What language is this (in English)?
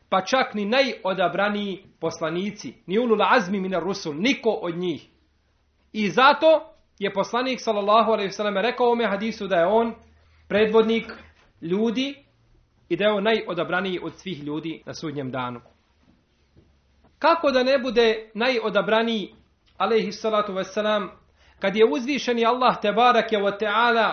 Bosnian